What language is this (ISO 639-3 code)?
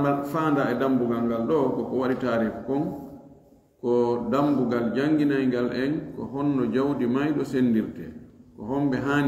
ful